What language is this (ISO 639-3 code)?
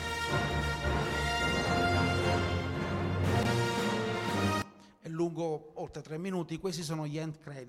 ita